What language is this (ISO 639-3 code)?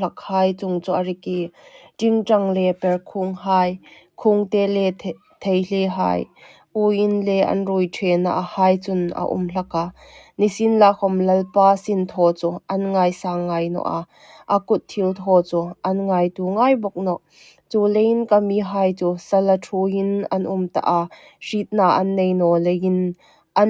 hmr